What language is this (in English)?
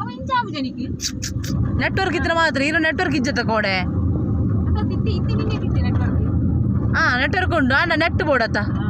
Tulu